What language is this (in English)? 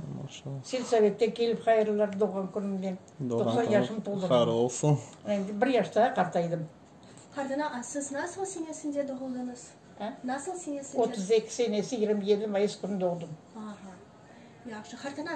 Crimean Tatar